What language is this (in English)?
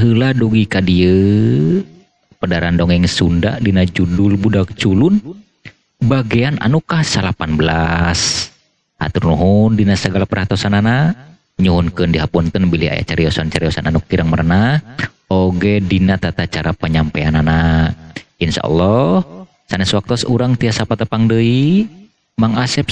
Sundanese